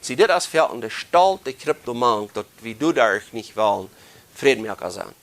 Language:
Plautdietsch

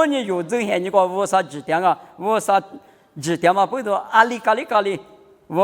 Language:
Lisu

